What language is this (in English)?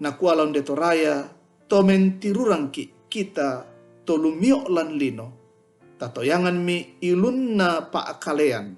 Toraja-Sa'dan